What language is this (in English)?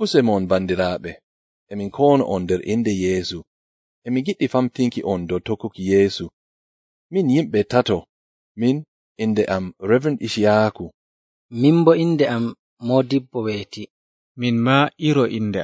Nigerian Fulfulde